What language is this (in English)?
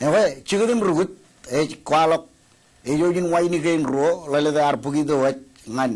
Marshallese